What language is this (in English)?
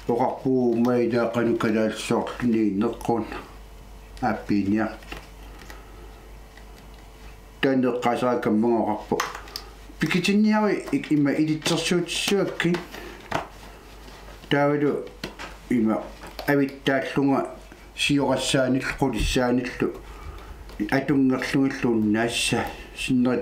Kalaallisut